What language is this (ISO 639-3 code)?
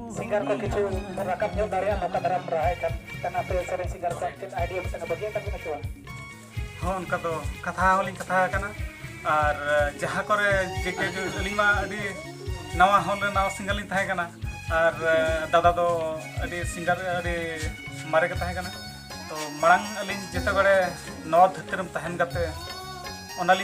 sat